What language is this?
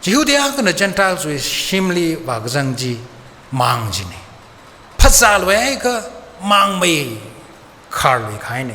Tangkhul Naga (India)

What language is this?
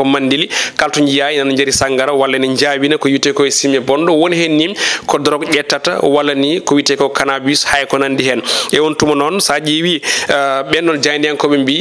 Fula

